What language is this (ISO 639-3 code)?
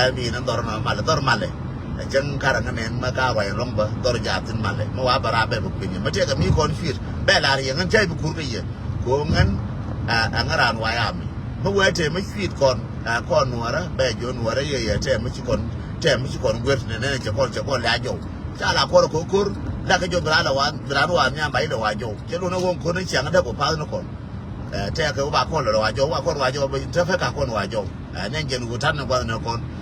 nus